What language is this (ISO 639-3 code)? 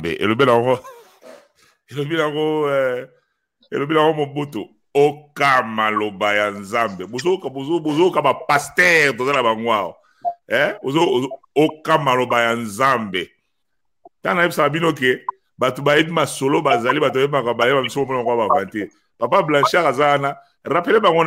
lin